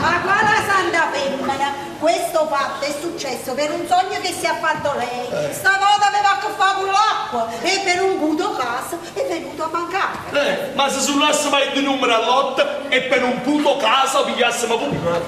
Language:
Neapolitan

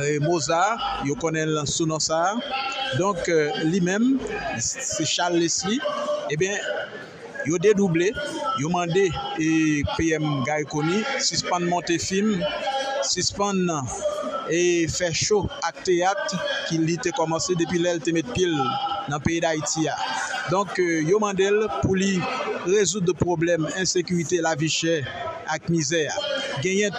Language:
Haitian Creole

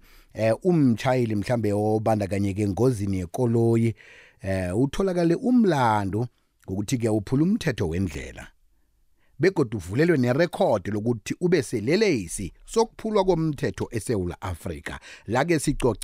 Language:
South Ndebele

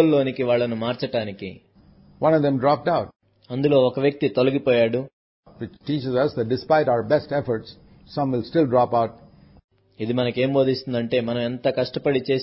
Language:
Telugu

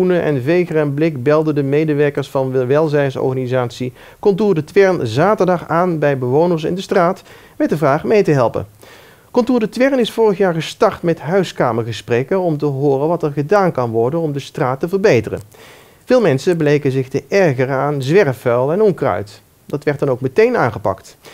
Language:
Dutch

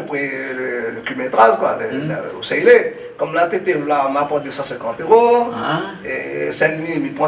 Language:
Réunion Creole French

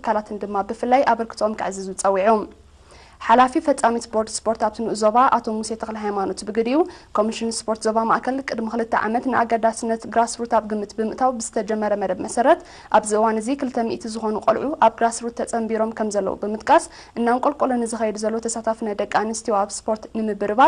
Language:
Tigrinya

